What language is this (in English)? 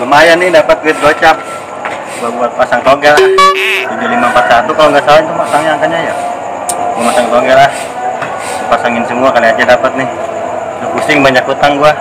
Betawi